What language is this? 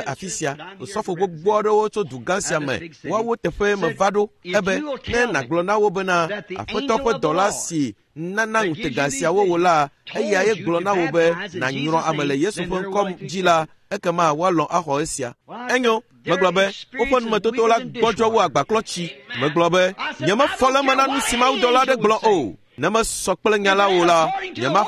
Ewe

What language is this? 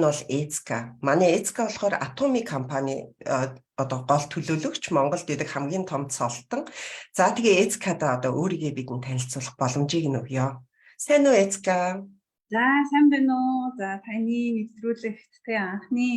Mongolian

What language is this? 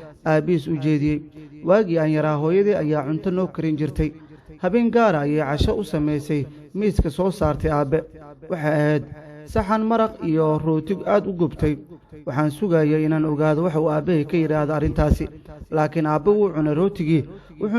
Somali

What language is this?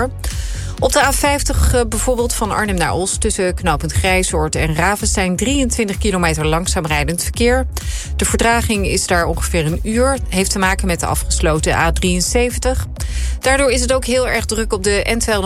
Dutch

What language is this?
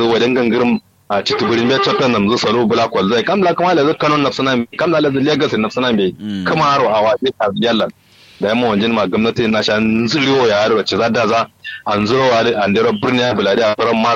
Kanuri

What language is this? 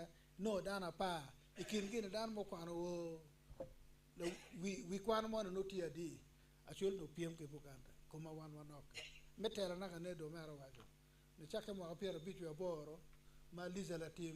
Acoli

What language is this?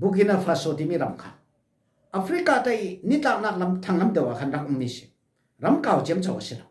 Falam Chin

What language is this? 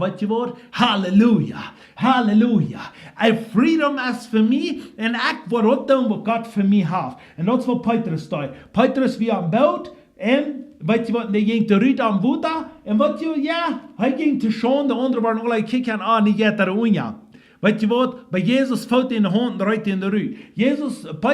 Plautdietsch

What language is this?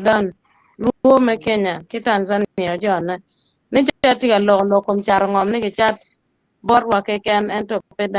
Acoli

